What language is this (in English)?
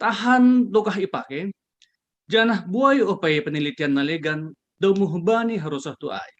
Batak Simalungun